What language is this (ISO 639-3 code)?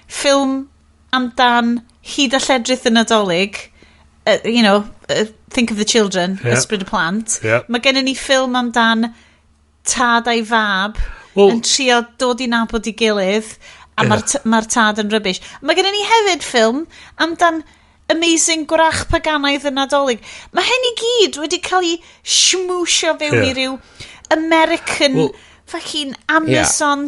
cym